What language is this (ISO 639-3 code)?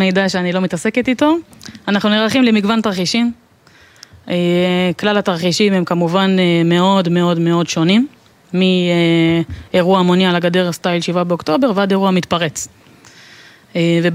heb